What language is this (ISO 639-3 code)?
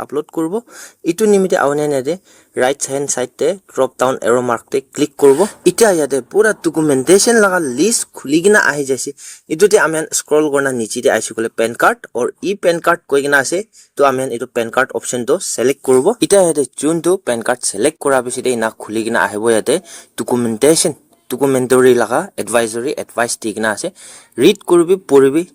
nag